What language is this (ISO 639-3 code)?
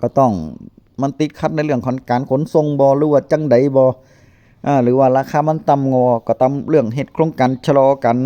tts